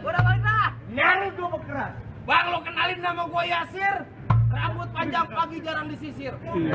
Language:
Betawi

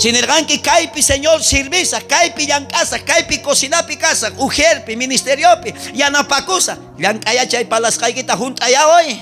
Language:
South Bolivian Quechua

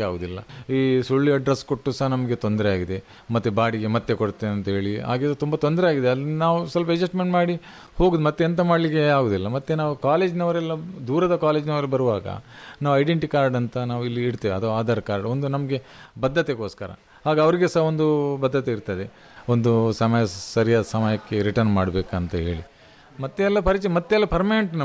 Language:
Kannada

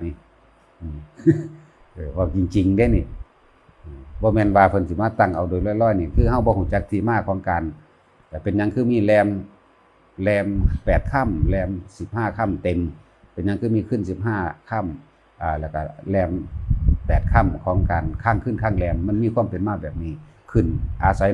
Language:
Northeastern Thai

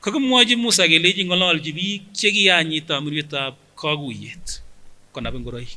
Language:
Kipsigis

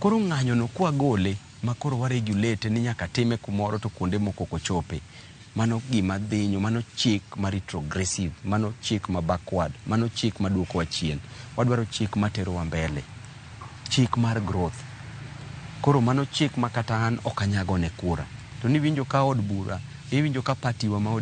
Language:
Luo (Kenya and Tanzania)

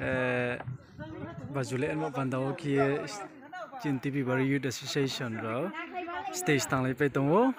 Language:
Riang (India)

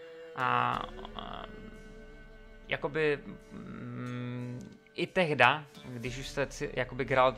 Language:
Czech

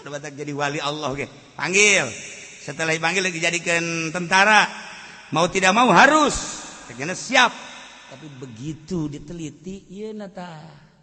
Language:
Sundanese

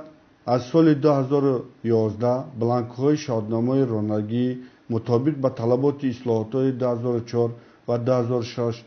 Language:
Tajik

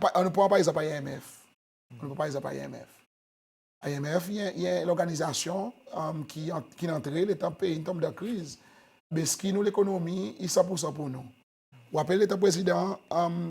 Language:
Seselwa Creole French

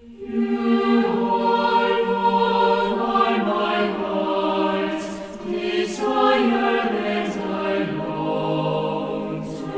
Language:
Aymara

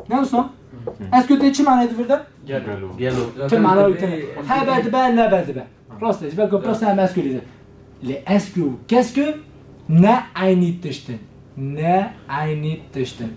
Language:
Kurdish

